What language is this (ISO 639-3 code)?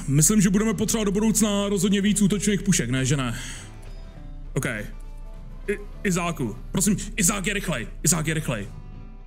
ces